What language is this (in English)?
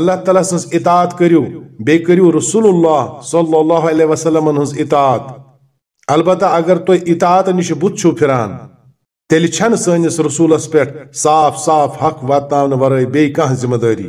Kashmiri